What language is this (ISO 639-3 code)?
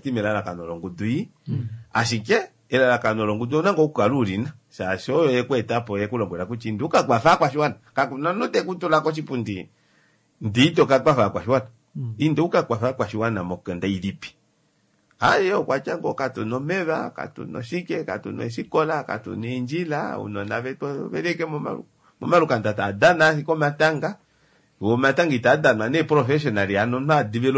kua